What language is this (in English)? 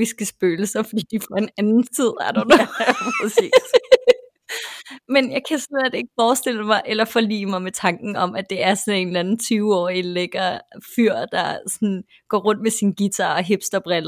Danish